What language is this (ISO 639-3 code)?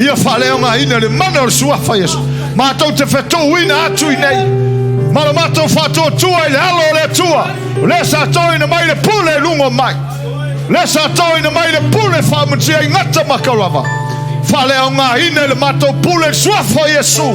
smo